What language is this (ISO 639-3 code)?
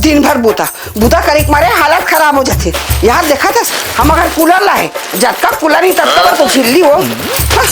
hne